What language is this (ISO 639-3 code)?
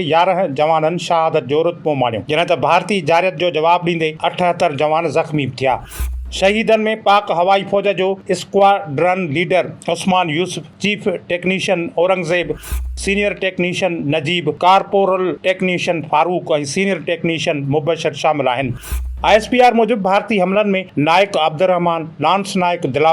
snd